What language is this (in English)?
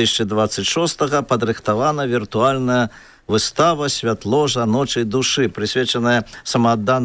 Belarusian